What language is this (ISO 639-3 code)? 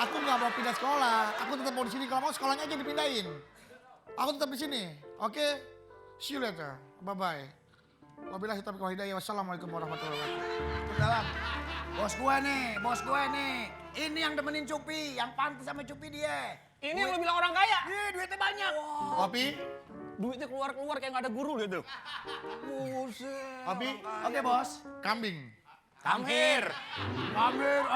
bew